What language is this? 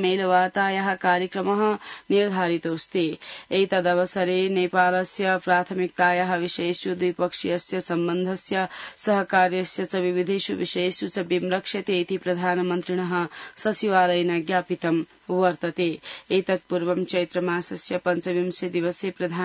Sanskrit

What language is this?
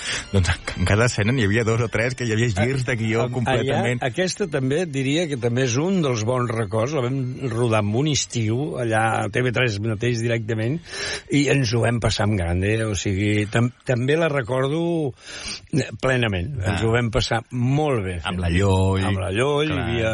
Catalan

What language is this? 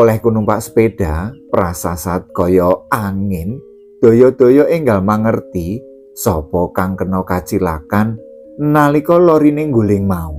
Javanese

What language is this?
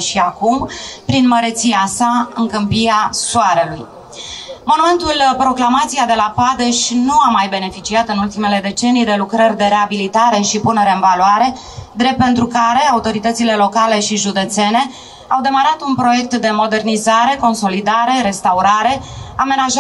Romanian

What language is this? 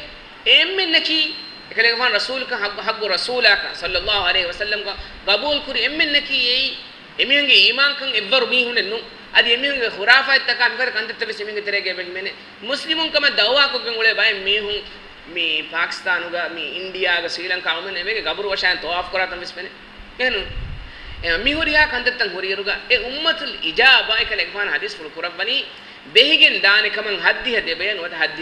Divehi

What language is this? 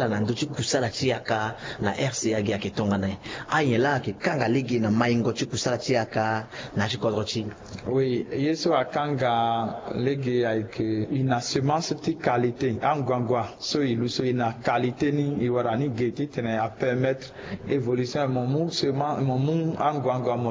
Sango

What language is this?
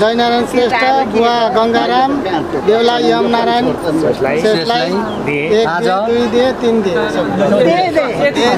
Nepali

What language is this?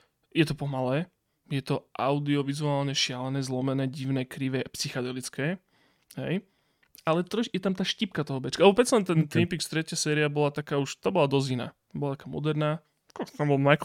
Slovak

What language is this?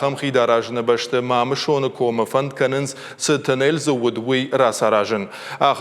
Ossetic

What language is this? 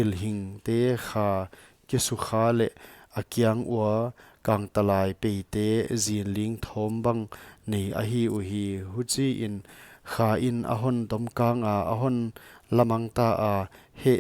Paite Chin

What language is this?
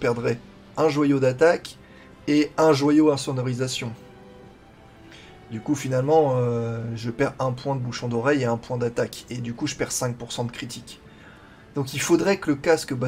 French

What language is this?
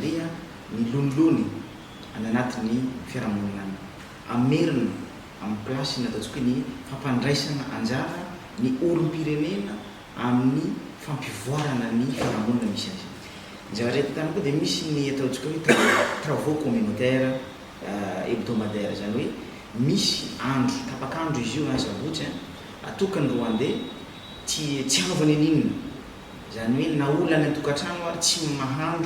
Malagasy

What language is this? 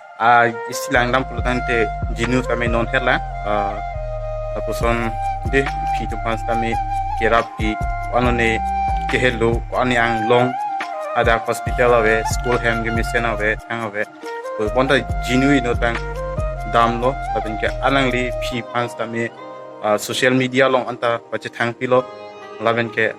Karbi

